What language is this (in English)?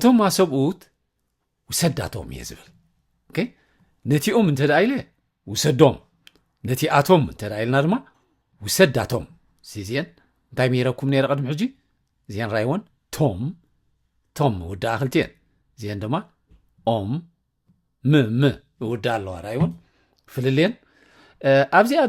Tigrinya